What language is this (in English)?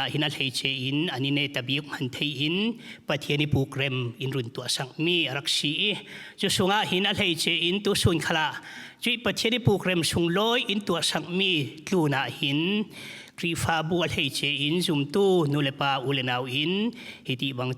Falam Chin